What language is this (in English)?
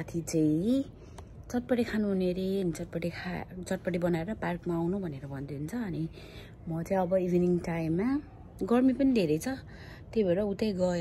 Nepali